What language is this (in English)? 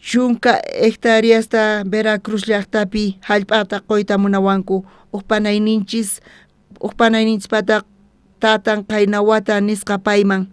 South Bolivian Quechua